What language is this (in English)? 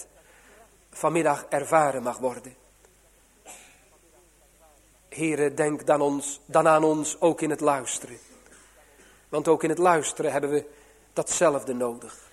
Dutch